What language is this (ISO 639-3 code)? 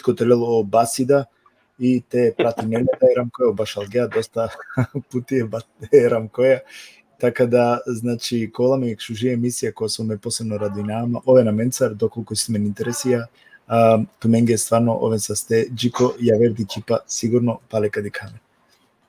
rmn